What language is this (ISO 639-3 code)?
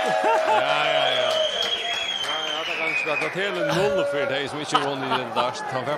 fao